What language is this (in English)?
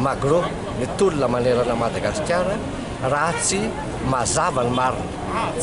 Malagasy